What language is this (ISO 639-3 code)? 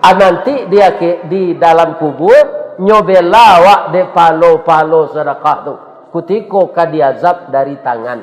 min